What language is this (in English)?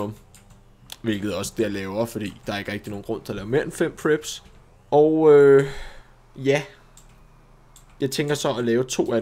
Danish